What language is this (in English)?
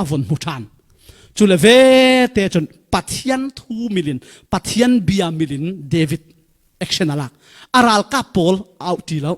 Falam Chin